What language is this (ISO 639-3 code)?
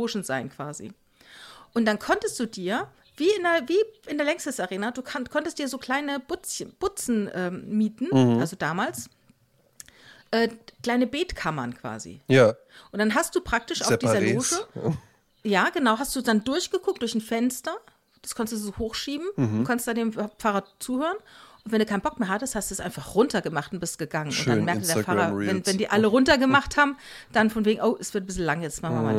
deu